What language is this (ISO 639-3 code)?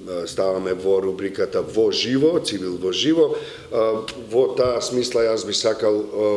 mkd